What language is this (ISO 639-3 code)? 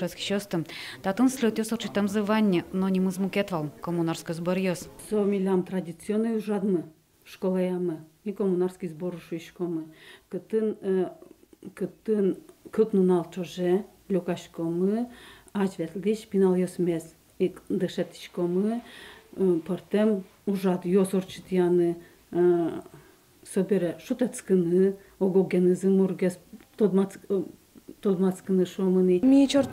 udm